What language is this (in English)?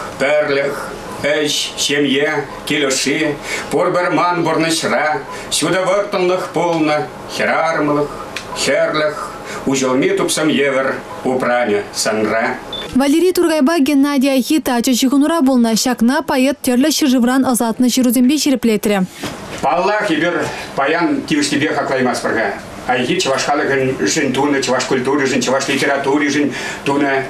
Chuvash